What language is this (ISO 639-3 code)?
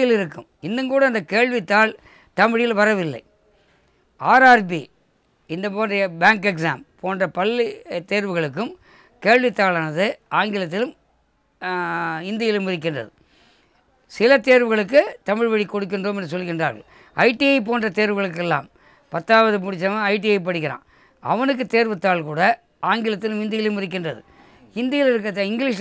tam